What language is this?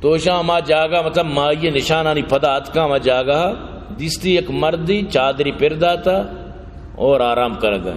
Baluchi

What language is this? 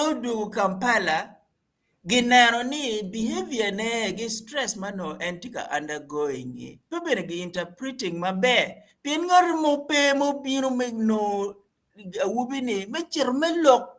Acoli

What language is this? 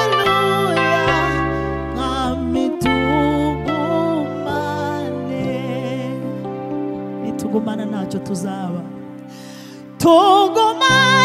Kinyarwanda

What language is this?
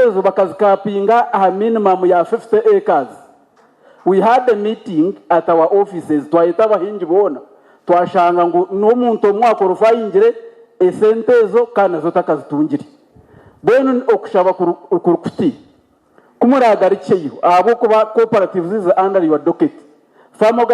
Nyankole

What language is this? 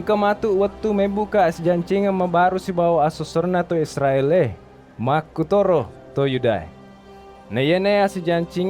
Buginese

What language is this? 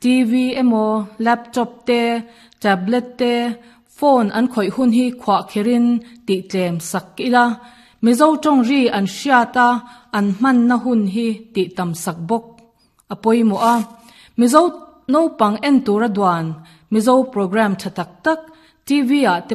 Mizo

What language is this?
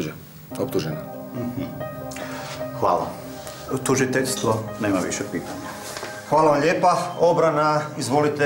Croatian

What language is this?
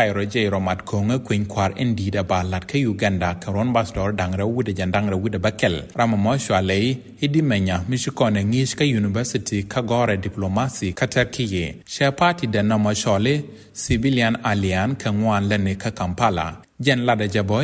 Nuer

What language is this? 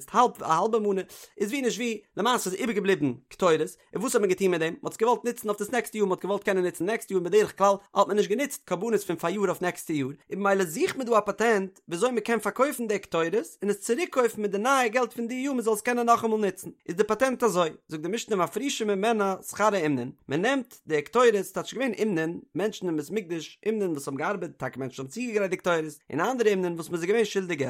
Yiddish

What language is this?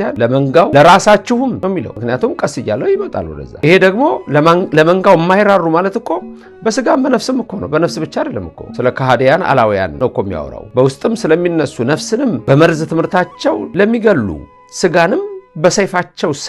Amharic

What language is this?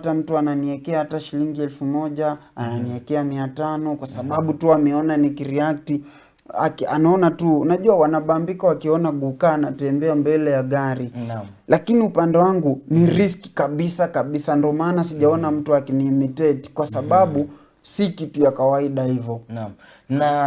Swahili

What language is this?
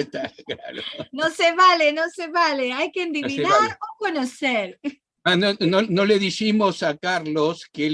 Ladino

